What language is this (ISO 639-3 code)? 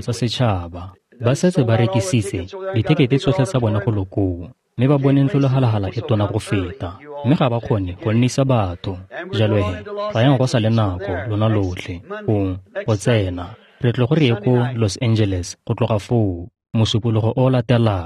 tsn